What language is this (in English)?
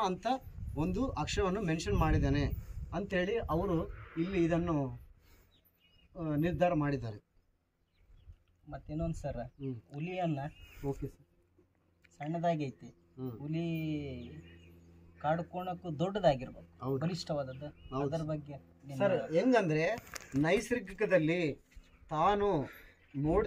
Kannada